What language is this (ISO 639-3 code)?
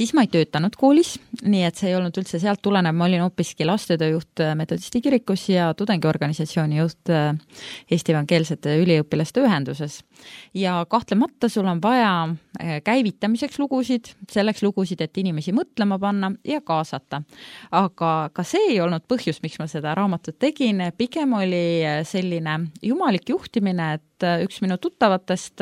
est